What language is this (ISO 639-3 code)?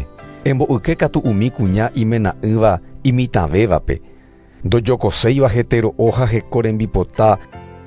grn